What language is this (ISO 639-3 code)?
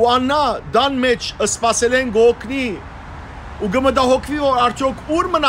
hyw